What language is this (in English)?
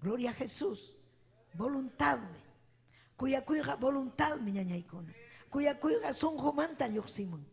Ayacucho Quechua